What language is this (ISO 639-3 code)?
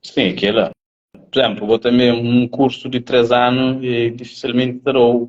kea